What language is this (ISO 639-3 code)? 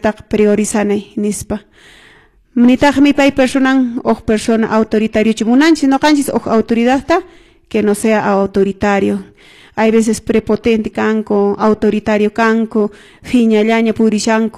que